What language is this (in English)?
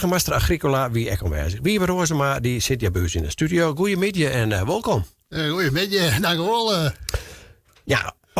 Western Frisian